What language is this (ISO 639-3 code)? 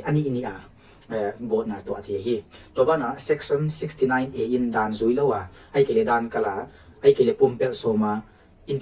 pck